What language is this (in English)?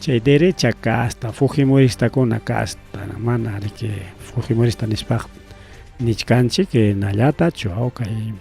Ayacucho Quechua